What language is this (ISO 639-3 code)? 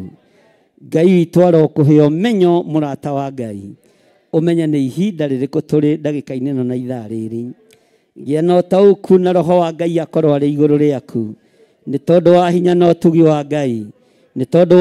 kik